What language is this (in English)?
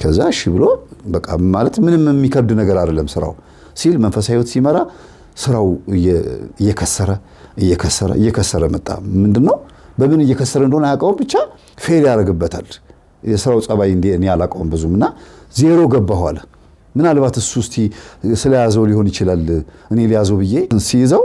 Amharic